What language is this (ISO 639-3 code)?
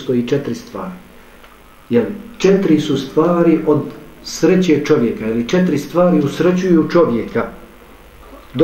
bos